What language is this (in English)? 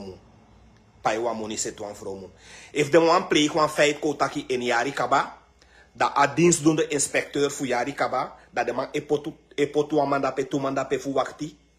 Sranan Tongo